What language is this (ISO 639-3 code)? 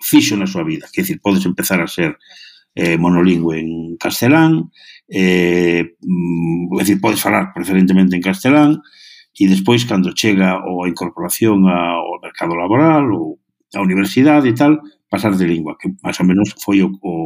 glg